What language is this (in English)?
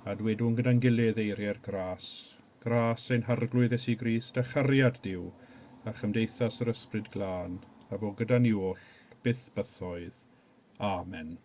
Welsh